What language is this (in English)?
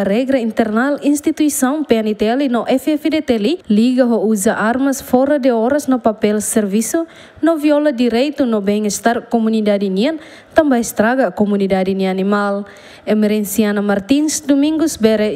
Tetum